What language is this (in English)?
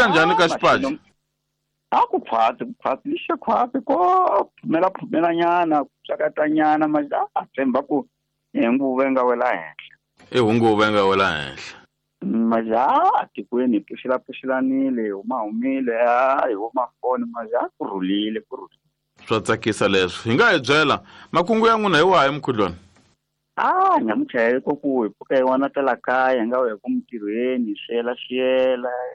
Tsonga